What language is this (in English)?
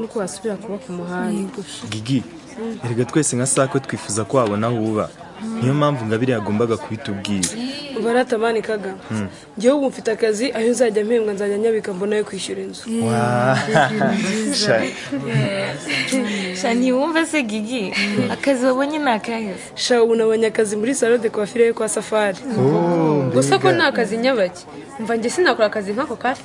Kinyarwanda